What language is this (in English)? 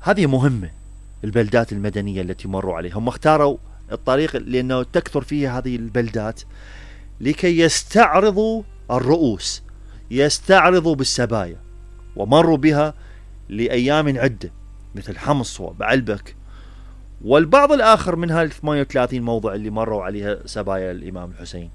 Mesopotamian Arabic